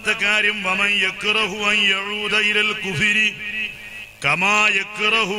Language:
Malayalam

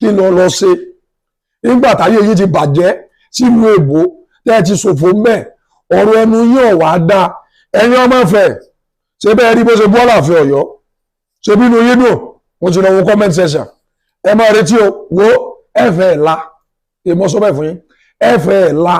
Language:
Yoruba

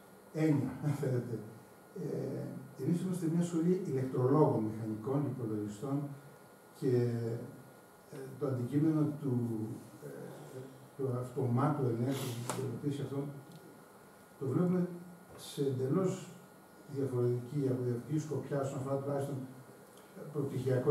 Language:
Greek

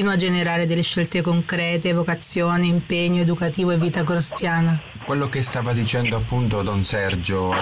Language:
Italian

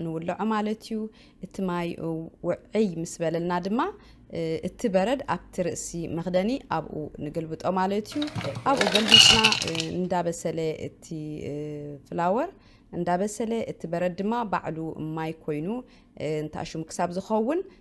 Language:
Tigrinya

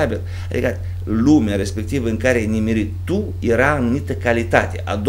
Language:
Romanian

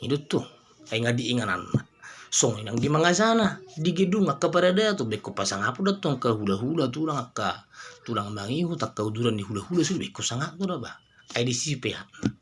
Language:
Batak Toba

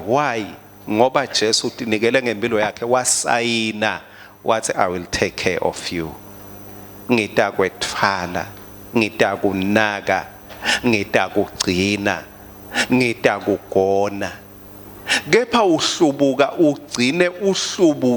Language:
Swati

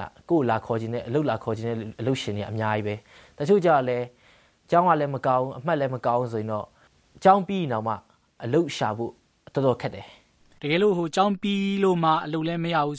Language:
Burmese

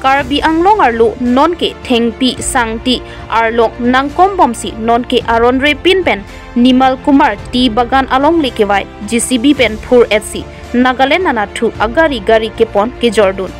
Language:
Karbi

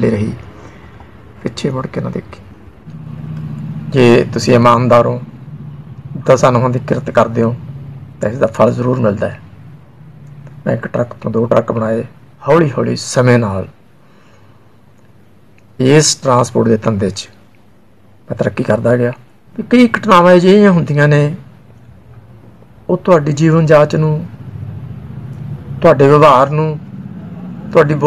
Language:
Punjabi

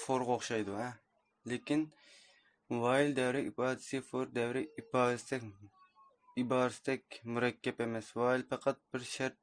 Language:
Uyghur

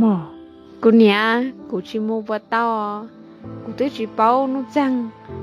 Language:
Hmong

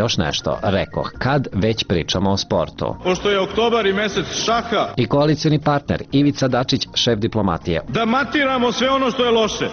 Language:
Serbian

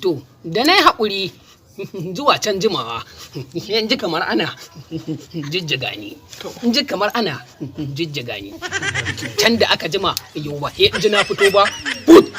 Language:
Hausa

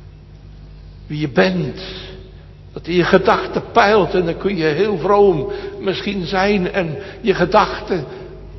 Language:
Dutch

